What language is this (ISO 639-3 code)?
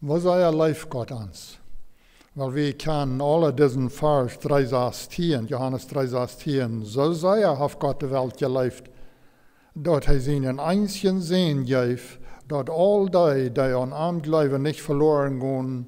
pdt